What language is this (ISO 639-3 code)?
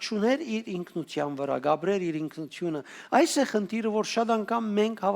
hyw